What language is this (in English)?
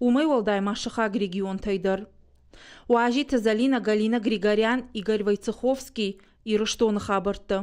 Ossetic